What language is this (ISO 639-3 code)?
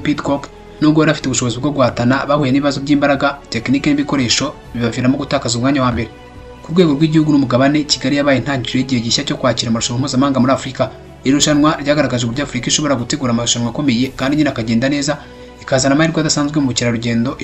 kin